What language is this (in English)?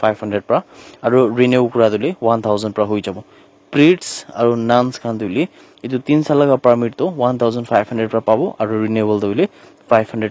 Naga Pidgin